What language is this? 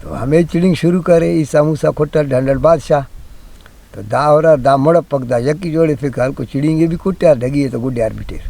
Brahui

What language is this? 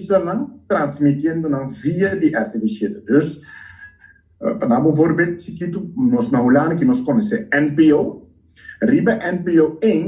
Papiamento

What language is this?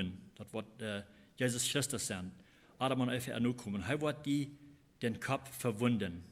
Plautdietsch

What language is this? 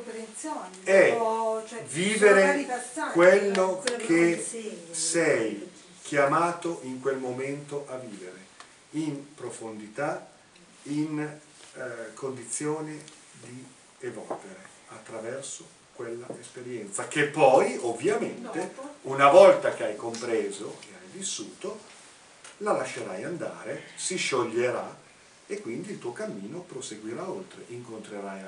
Italian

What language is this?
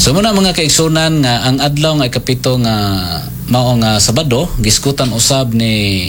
Cebuano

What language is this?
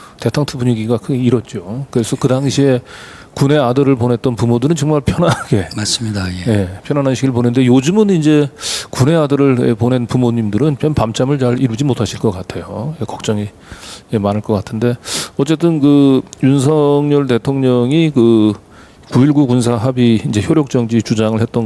Korean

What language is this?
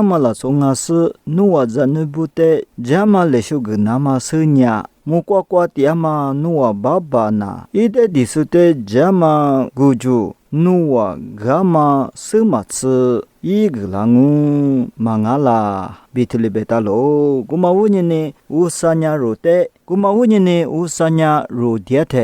Lisu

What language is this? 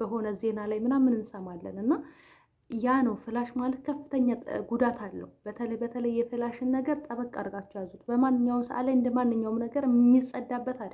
Amharic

